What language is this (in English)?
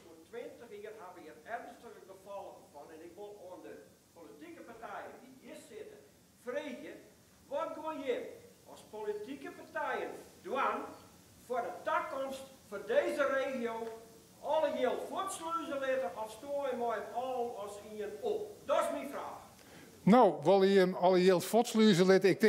Western Frisian